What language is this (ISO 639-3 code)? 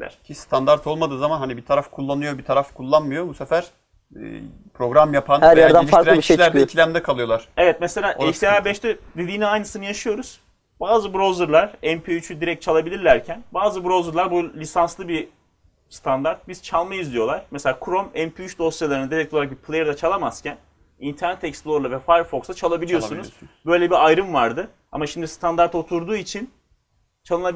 tur